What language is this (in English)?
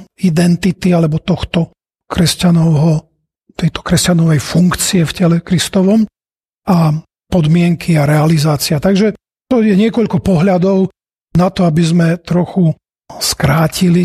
Slovak